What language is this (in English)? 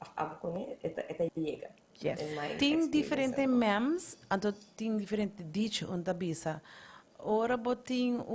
Papiamento